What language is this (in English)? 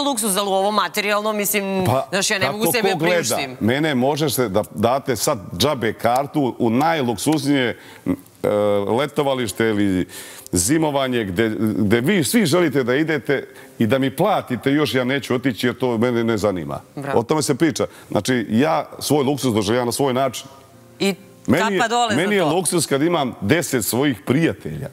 Serbian